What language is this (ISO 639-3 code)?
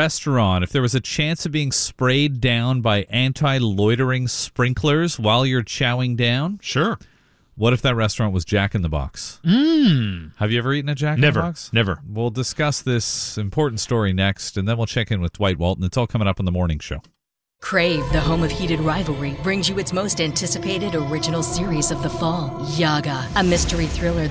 eng